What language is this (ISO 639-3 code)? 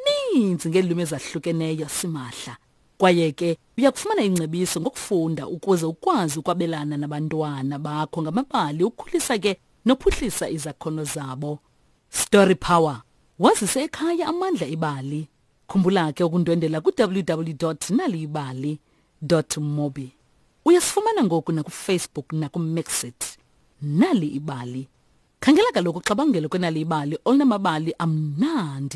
xho